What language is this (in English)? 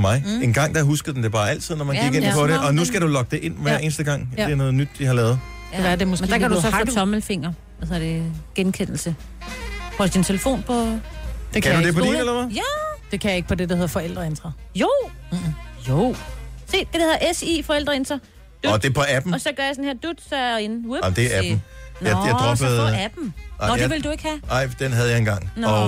Danish